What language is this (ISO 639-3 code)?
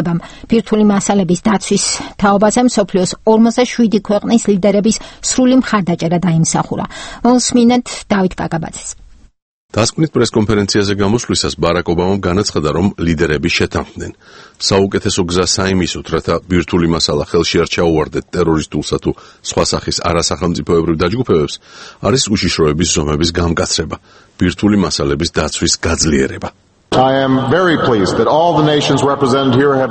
kat